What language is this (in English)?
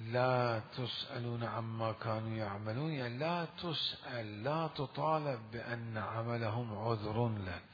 Mesopotamian Arabic